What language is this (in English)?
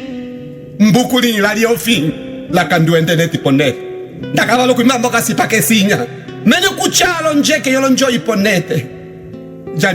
Umbundu